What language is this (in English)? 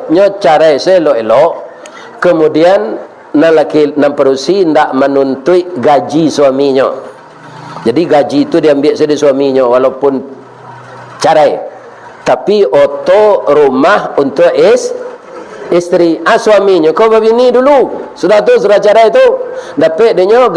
Minangkabau